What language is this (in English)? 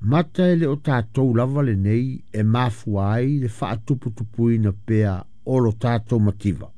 Samoan